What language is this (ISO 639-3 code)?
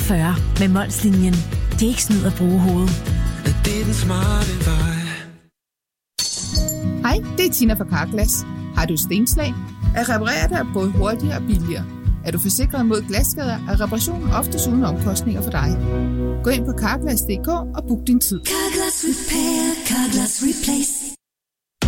dan